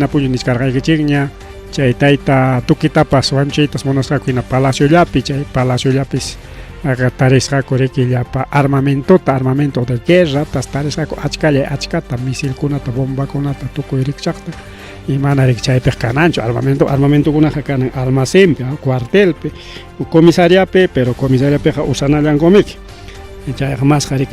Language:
Ayacucho Quechua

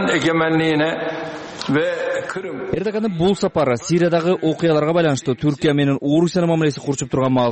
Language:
Kyrgyz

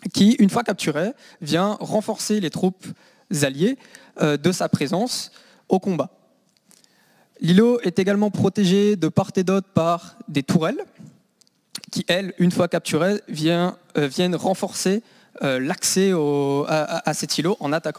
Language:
French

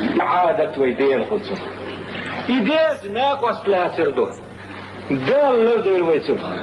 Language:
Chechen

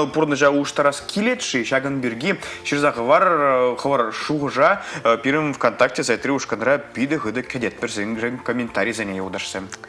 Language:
Chuvash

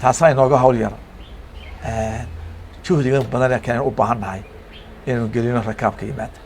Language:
Somali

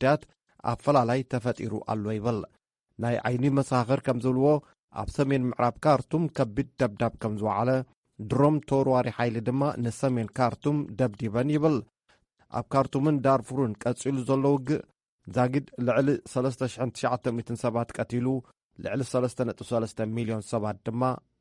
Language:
Tigrinya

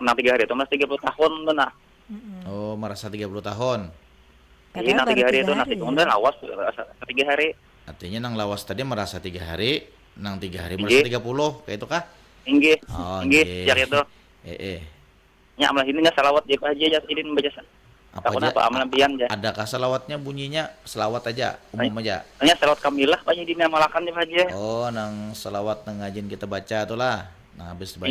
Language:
Banjar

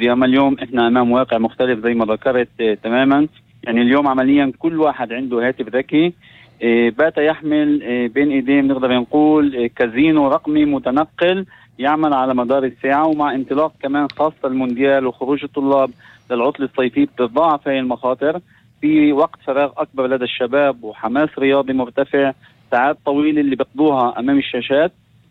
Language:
North Levantine Arabic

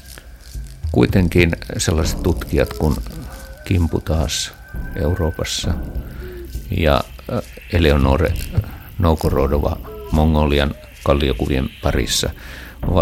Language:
Finnish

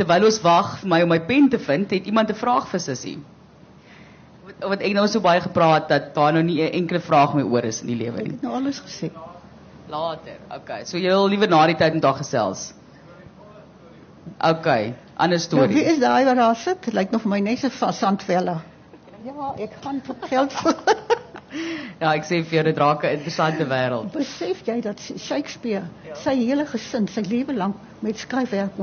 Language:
Afrikaans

